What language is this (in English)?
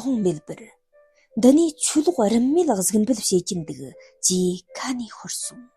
Tibetan